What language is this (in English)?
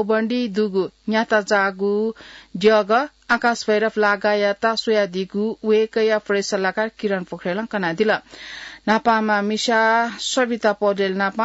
Newari